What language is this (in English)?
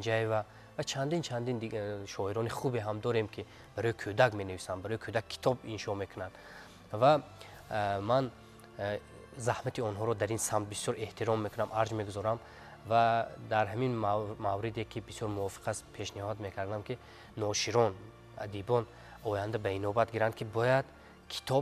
Tajik